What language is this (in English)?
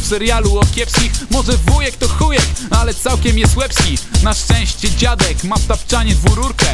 Polish